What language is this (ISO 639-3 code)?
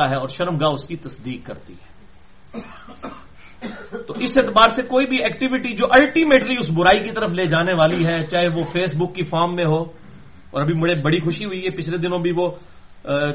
urd